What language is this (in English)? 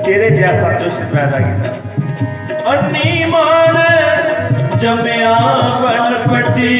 Dogri